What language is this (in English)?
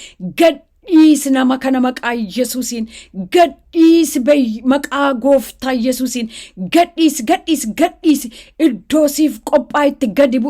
Oromo